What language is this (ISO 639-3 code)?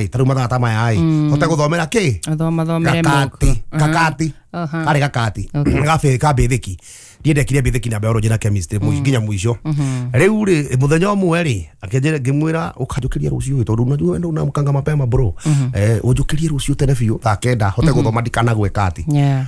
kik